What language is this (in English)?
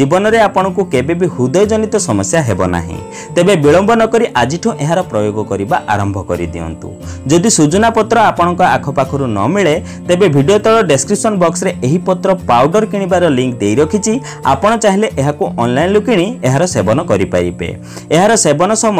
Odia